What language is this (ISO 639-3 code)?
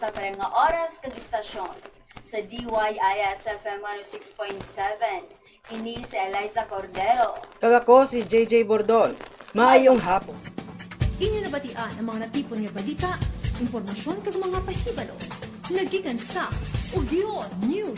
hil